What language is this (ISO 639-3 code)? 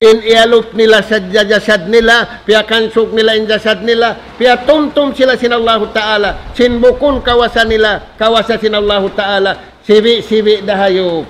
tsg